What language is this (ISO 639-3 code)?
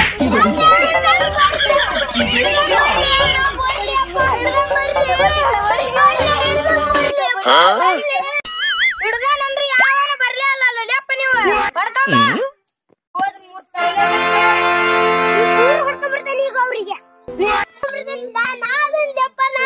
kan